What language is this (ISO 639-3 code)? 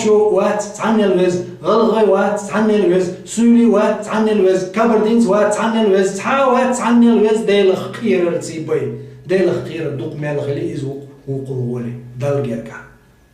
che